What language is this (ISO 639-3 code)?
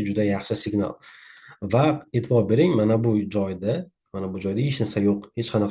uzb